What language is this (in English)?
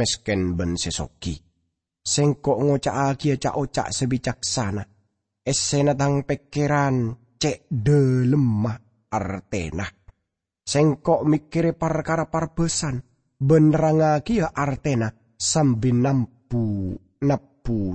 Madurese